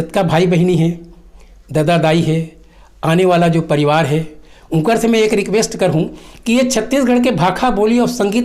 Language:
Chhattisgarhi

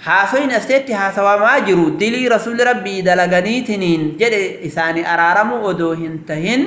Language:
Oromo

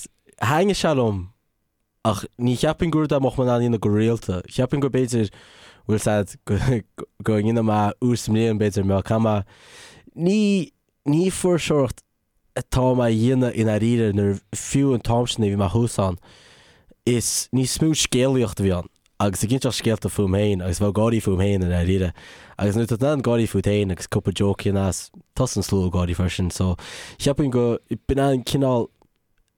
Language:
Irish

